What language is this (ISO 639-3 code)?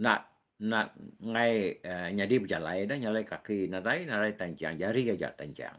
iba